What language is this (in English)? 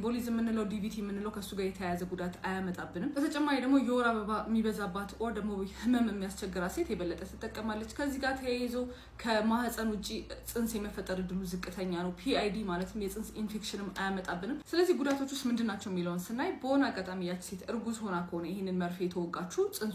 Amharic